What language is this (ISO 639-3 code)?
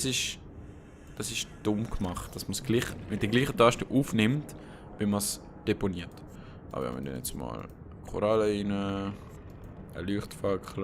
gsw